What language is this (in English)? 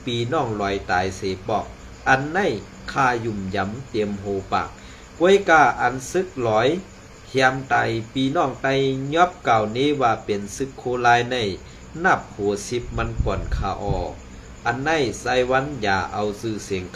Shan